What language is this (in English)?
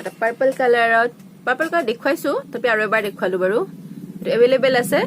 Assamese